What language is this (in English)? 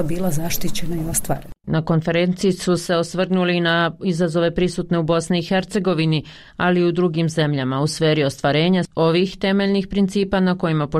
Bosnian